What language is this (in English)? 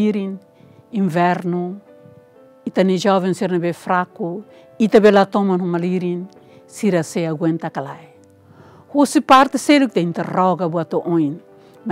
Tetum